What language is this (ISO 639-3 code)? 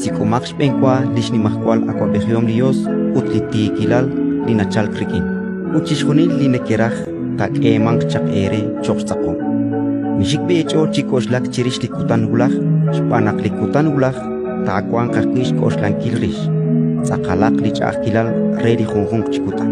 kek